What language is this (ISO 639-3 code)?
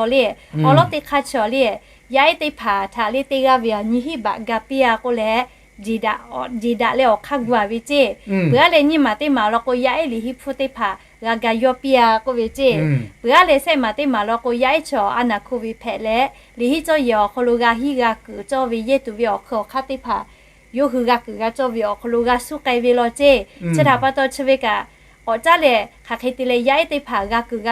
lhu